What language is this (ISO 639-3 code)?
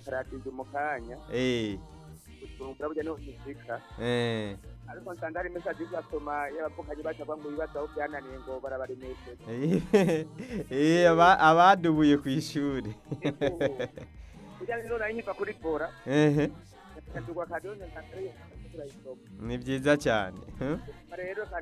run